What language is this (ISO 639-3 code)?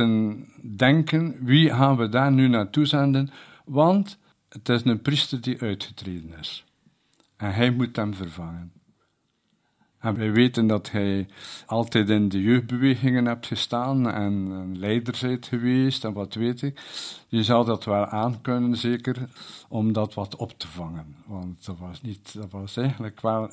nld